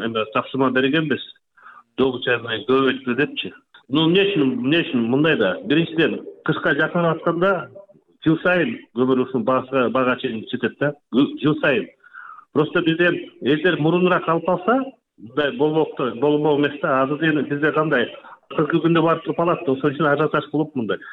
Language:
Kyrgyz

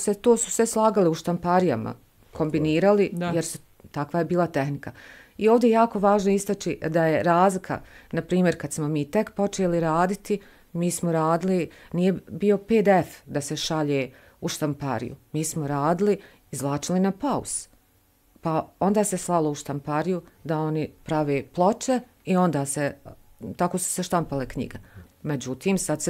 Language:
Bosnian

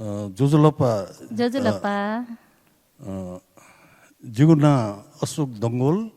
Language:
Newari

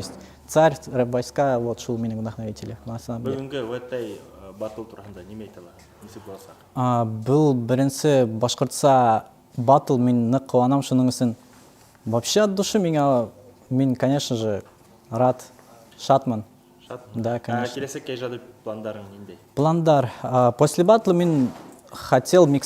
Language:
Bashkir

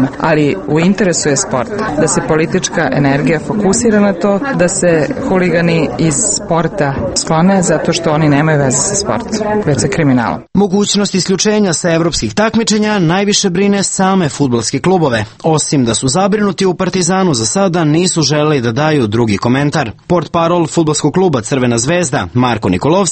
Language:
Serbian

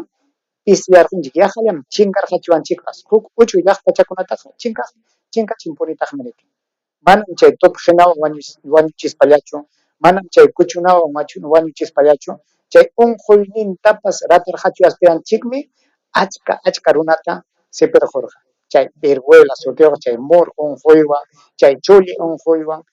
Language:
Ayacucho Quechua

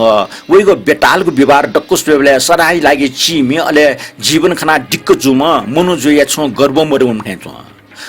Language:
Newari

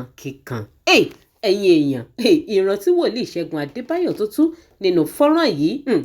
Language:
Yoruba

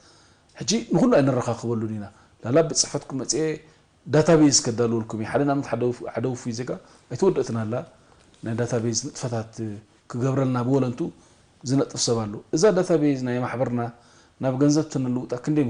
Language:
Tigrinya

